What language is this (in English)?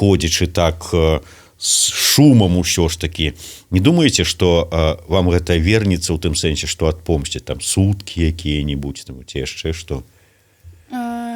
Belarusian